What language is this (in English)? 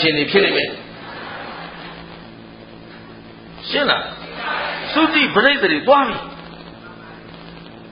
Burmese